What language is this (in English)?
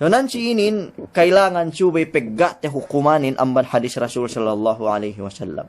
Yakan